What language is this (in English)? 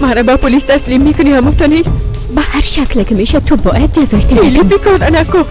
Persian